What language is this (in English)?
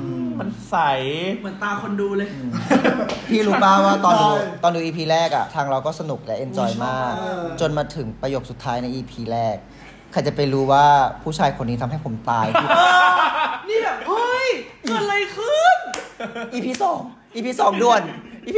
Thai